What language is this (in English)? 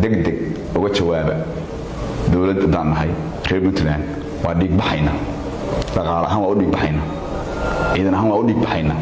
Somali